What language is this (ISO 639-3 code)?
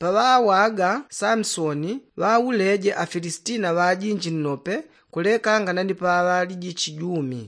yao